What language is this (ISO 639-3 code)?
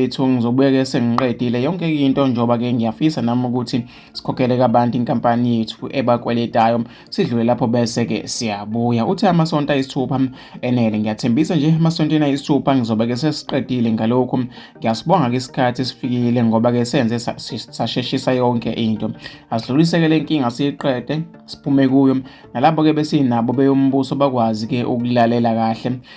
zul